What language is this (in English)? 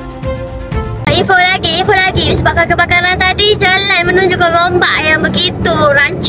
Malay